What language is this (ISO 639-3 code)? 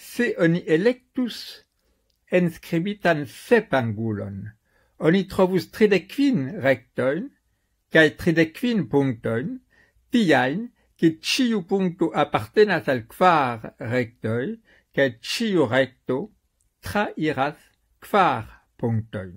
epo